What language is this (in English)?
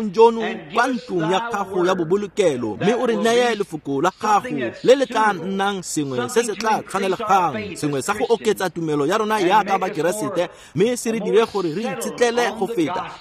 Tswana